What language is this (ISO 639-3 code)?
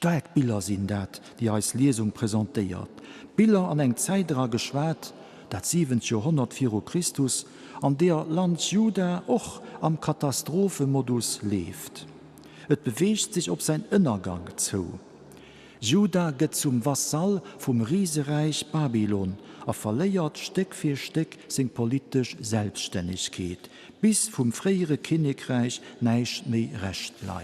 ltz